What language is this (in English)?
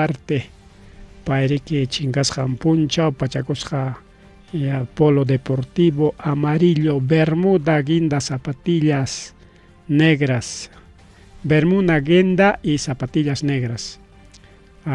Ayacucho Quechua